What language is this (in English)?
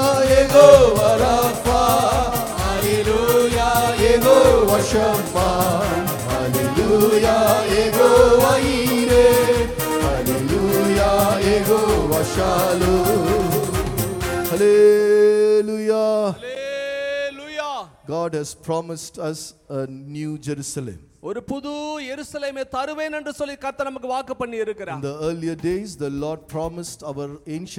Tamil